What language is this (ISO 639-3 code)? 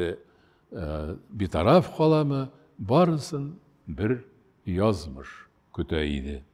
tat